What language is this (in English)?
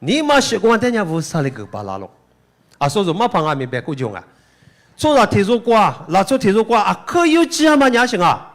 Lisu